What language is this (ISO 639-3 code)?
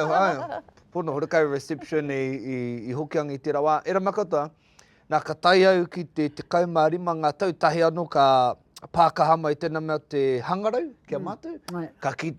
mri